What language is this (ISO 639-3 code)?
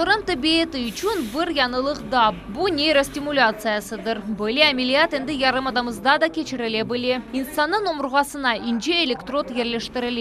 crh